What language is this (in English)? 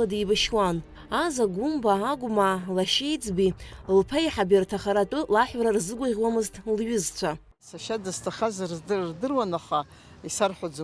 Abkhazian